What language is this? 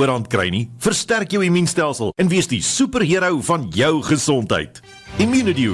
Afrikaans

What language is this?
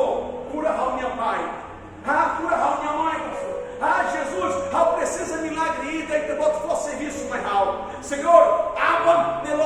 Tetum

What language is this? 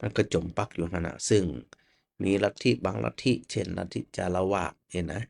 Northern Thai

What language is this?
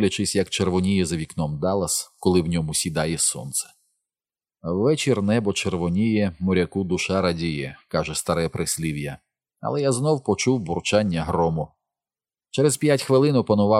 Ukrainian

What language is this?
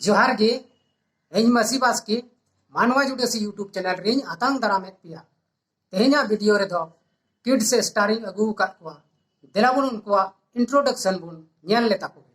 Santali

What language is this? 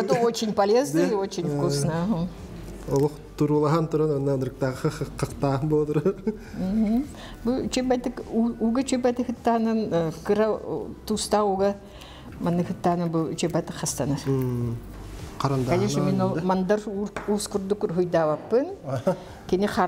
Yakut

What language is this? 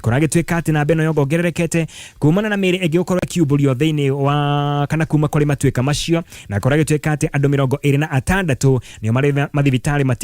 Kikuyu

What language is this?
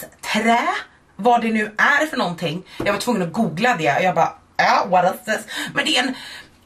Swedish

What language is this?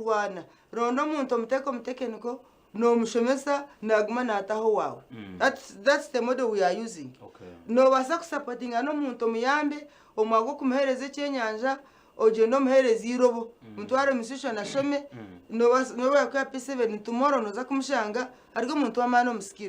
Nyankole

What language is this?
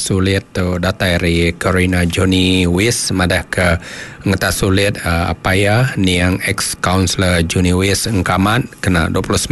Iban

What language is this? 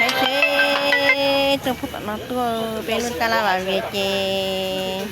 Hmong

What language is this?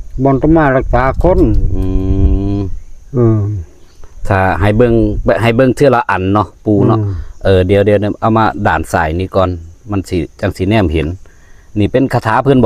Northeastern Thai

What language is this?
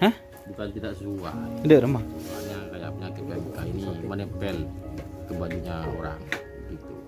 Madurese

